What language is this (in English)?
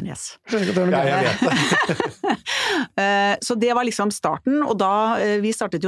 Norwegian